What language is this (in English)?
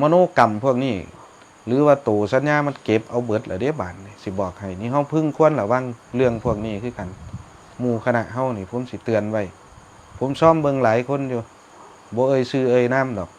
Northeastern Thai